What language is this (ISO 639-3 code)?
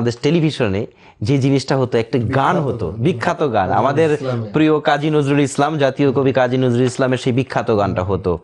ben